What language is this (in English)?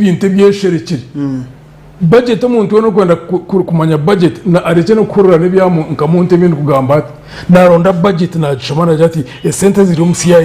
Nyankole